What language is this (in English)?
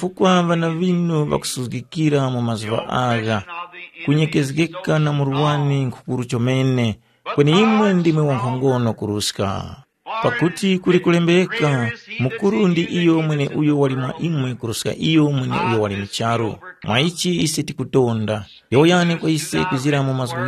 Tumbuka